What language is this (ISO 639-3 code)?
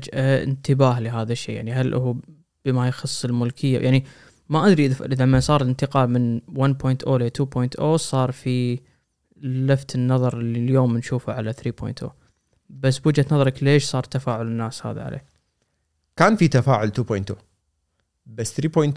afb